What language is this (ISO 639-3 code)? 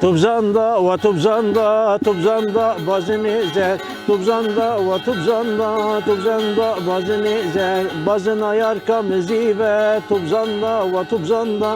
kur